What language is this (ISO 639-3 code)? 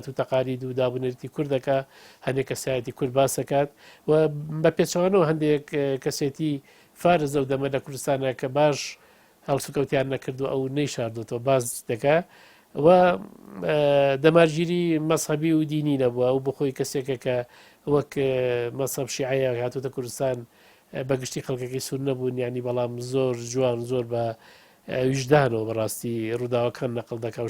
ckb